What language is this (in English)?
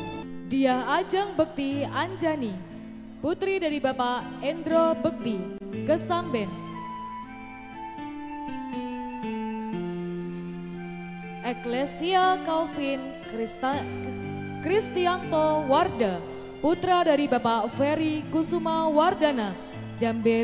Indonesian